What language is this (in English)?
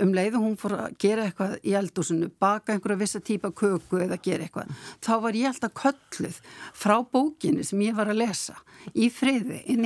Icelandic